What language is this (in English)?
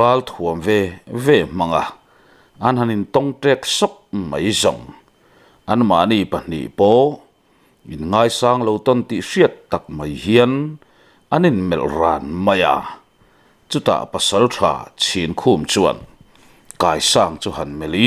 Mizo